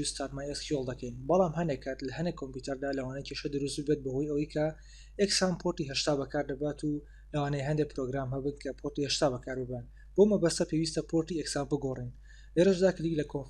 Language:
Central Kurdish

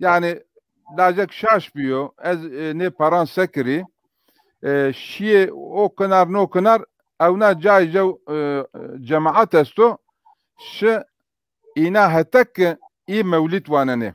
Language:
Zaza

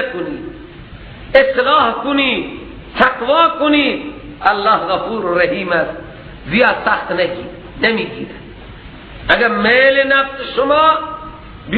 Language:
Persian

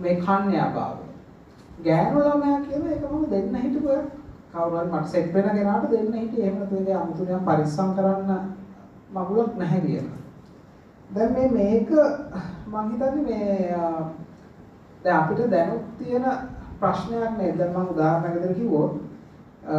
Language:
Sinhala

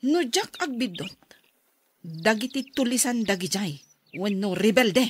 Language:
Iloko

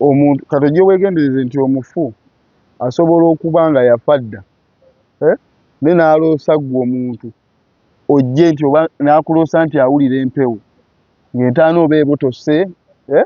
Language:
Ganda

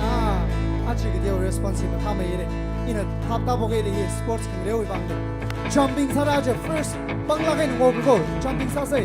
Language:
Tangkhul Naga (India)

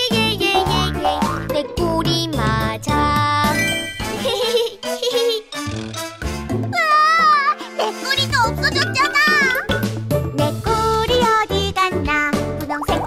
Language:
Korean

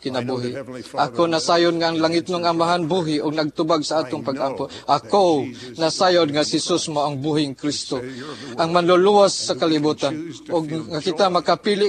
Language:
Cebuano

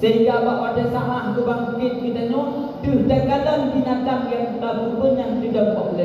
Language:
Achinese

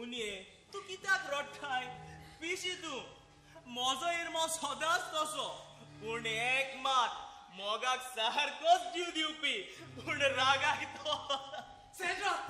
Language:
Konkani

